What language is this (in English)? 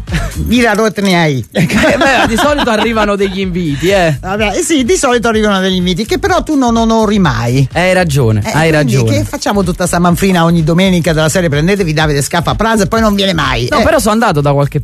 Italian